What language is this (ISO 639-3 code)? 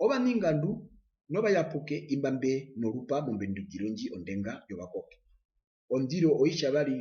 her